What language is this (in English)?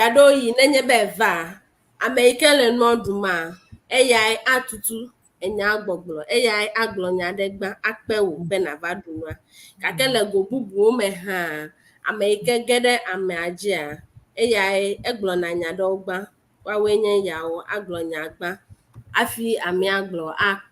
Ewe